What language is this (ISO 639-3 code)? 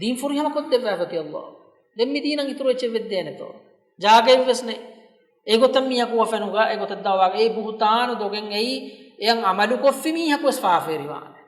div